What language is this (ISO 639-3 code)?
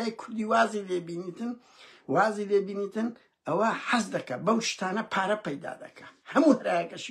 ckb